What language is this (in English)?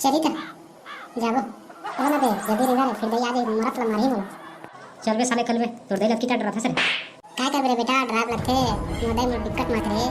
Chhattisgarhi